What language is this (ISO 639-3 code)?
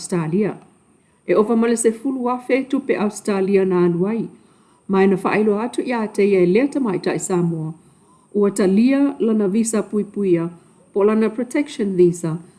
smo